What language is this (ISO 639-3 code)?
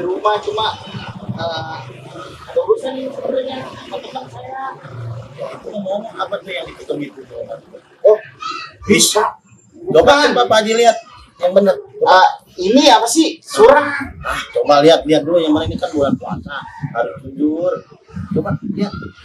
bew